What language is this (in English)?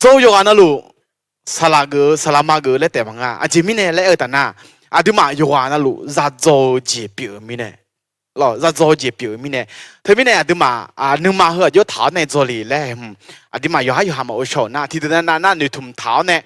Akha